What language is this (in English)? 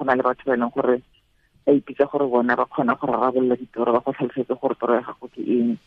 Tswana